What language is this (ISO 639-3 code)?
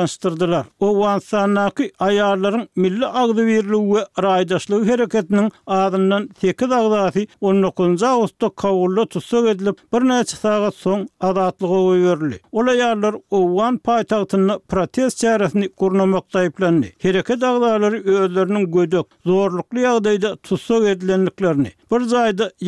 tuk